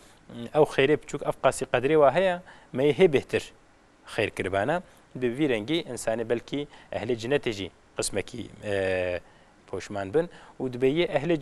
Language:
Kurdish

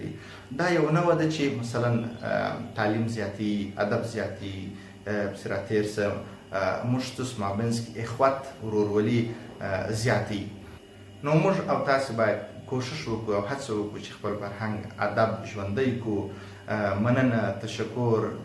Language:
Pashto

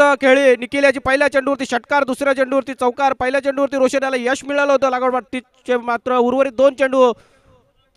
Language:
Marathi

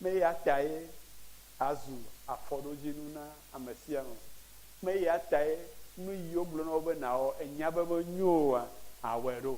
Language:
Ewe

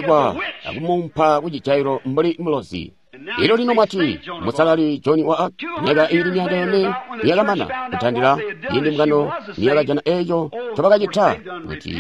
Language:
Tonga (Zambia)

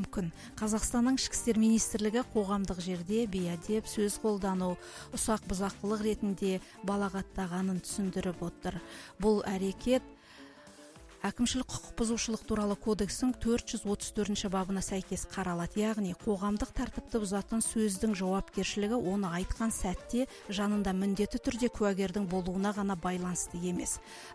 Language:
Kazakh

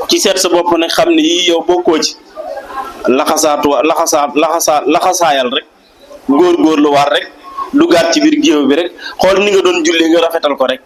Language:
Wolof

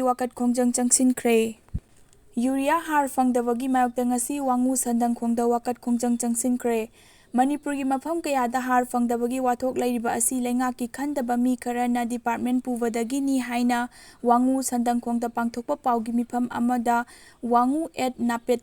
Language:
Manipuri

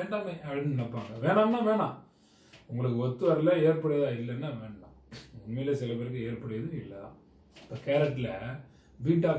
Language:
Tamil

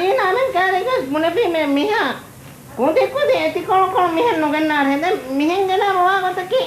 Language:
Divehi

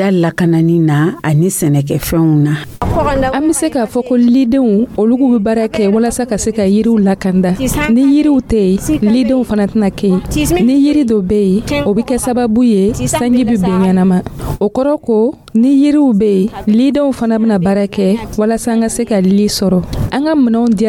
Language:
Dyula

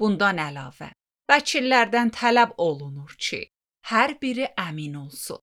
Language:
Azerbaijani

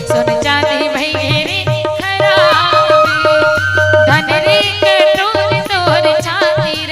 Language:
Chhattisgarhi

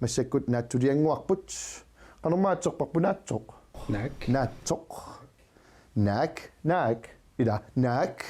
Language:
Kalaallisut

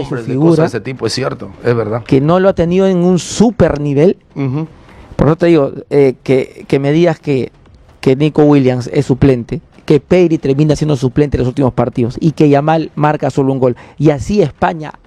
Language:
Spanish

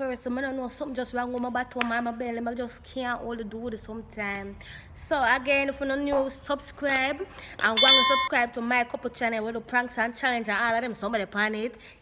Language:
Jamaican Creole English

